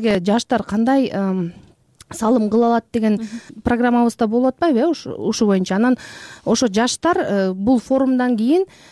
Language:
Kyrgyz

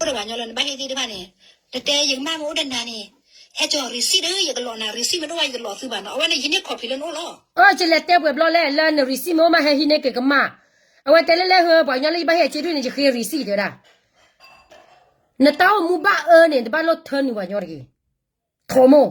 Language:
S'gaw Karen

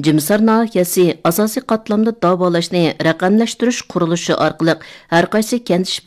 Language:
Uyghur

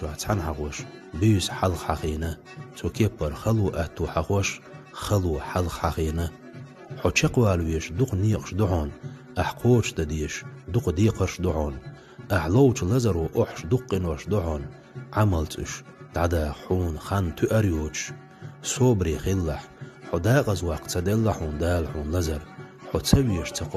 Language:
Chechen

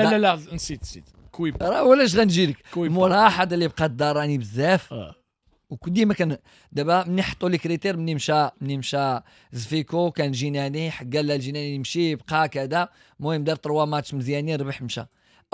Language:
Moroccan Arabic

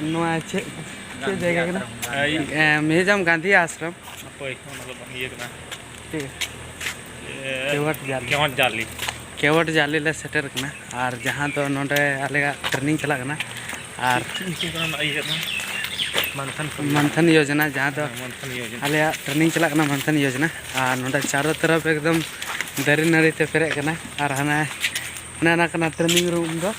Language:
Santali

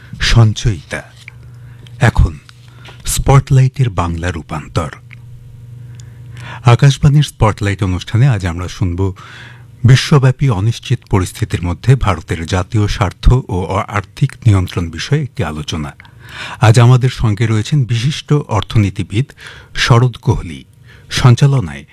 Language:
Bangla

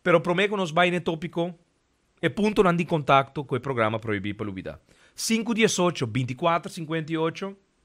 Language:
Papiamento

